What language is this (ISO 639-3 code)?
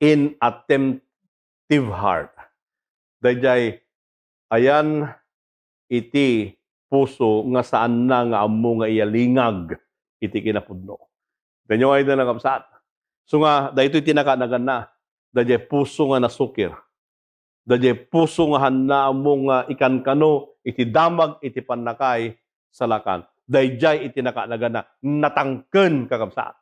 ilo